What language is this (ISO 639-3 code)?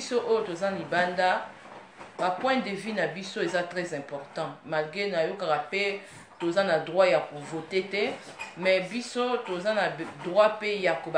lin